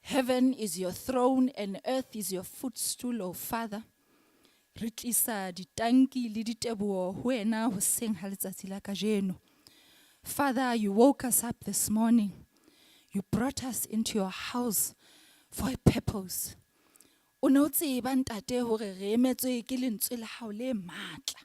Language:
Southern Sotho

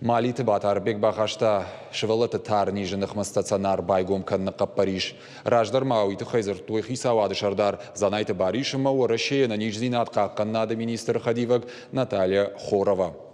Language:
Ossetic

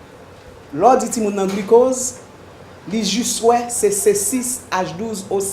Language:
Haitian Creole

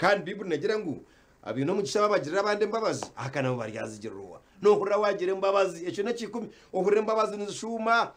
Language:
Nyankole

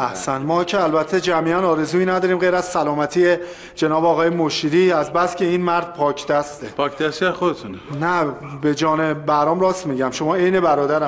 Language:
Persian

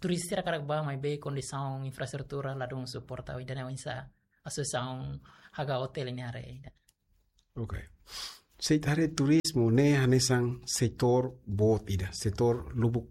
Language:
Tetum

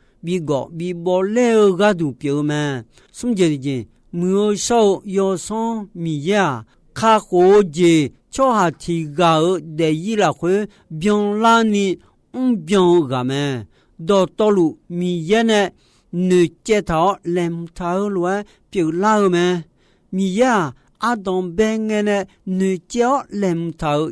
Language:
Akha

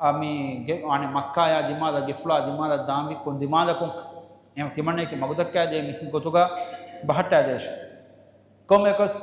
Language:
Divehi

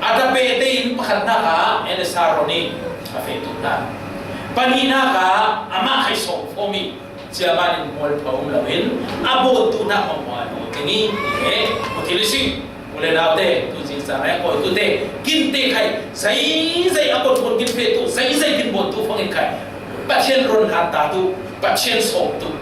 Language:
Falam Chin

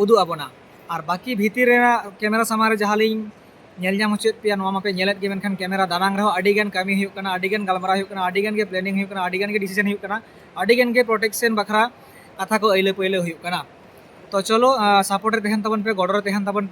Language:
Santali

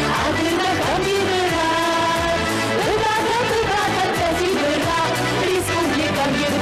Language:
Adyghe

